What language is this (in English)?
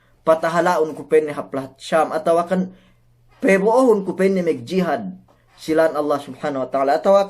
Yakan